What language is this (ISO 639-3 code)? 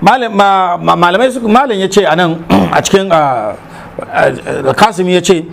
hau